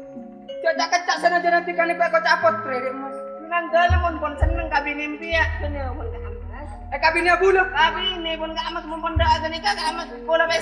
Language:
Madurese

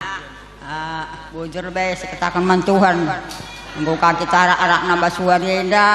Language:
Batak Karo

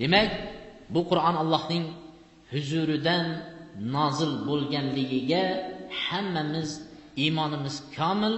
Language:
Uzbek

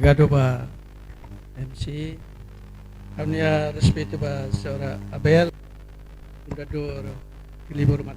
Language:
Tetum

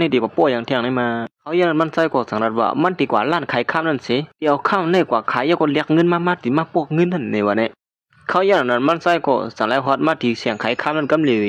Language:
Shan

